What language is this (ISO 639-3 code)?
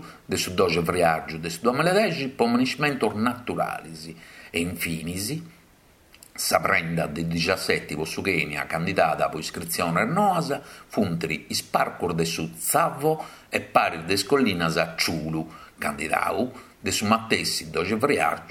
srd